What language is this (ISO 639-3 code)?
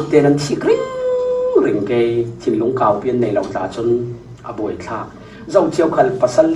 cfm